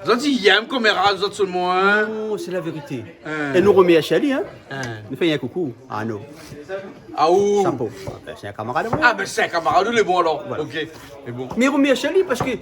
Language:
Réunion Creole French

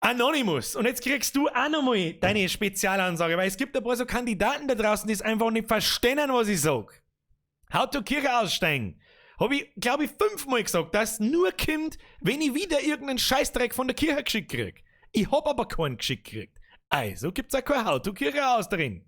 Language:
Bavarian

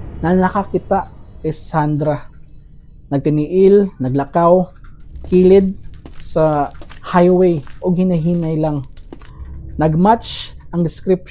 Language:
Cebuano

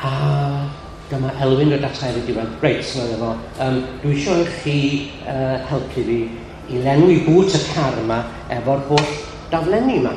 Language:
Welsh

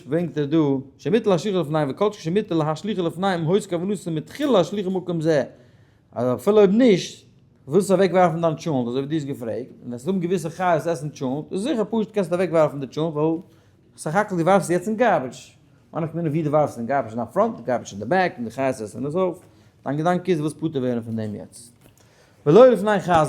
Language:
Yiddish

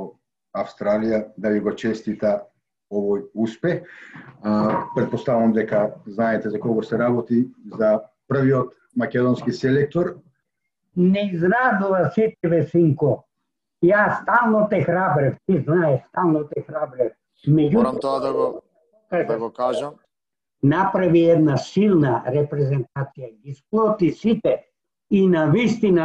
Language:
Macedonian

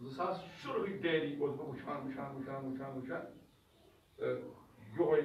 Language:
Kashmiri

